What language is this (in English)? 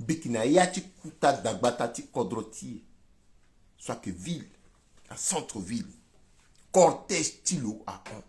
Sango